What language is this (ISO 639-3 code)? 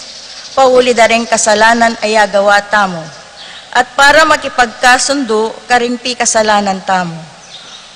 pam